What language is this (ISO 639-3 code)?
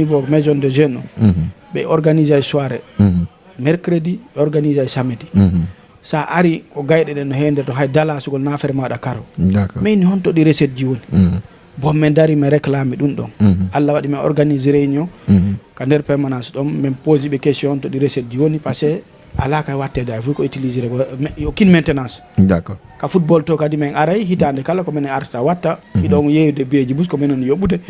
ful